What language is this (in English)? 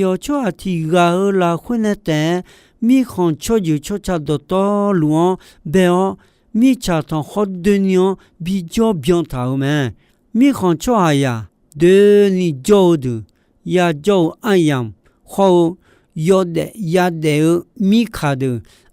Akha